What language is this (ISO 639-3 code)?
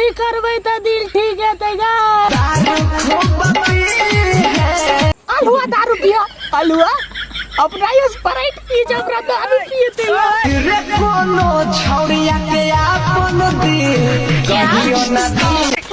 mai